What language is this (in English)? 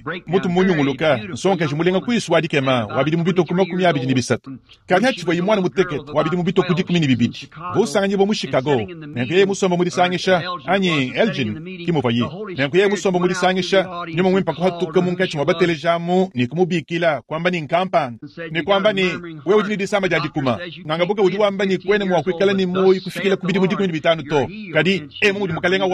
Luba-Lulua